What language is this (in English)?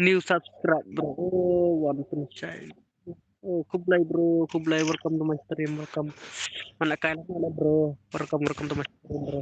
Khasi